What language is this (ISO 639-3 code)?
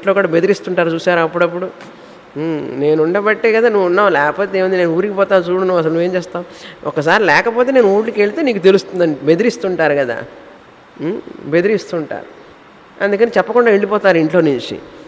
tel